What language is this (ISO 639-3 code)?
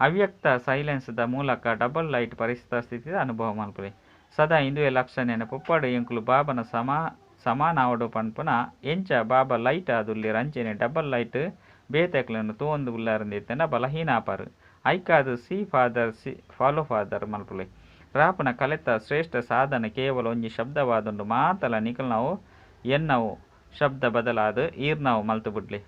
tcy